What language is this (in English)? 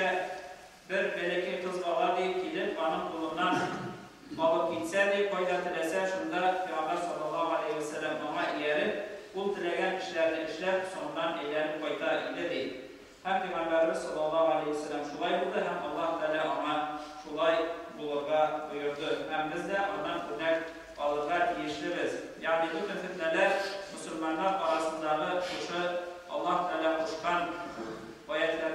Tatar